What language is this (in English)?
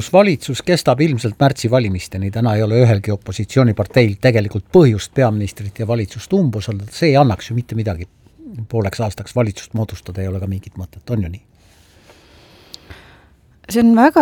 Estonian